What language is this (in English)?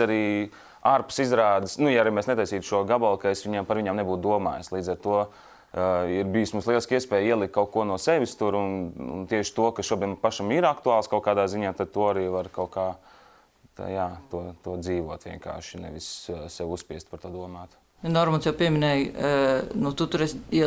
Latvian